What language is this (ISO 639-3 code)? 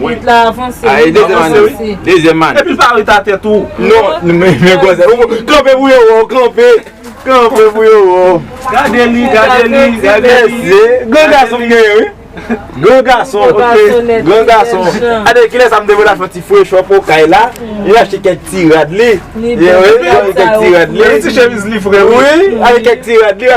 hat